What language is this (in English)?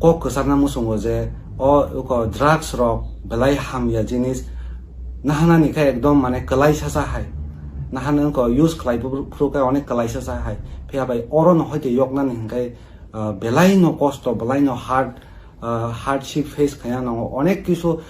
Kok Borok